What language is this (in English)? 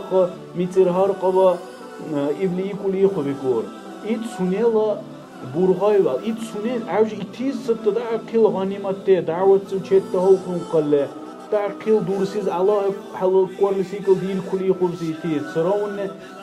Dargwa